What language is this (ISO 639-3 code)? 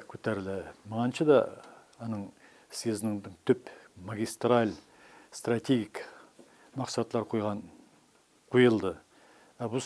tat